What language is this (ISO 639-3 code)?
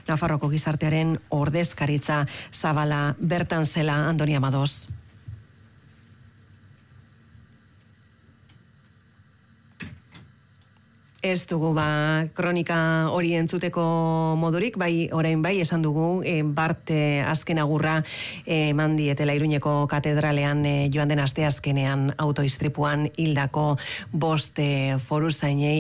eus